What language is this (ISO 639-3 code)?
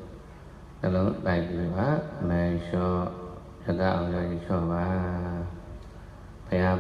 mya